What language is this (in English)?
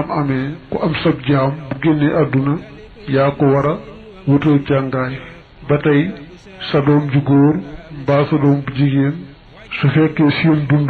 Wolof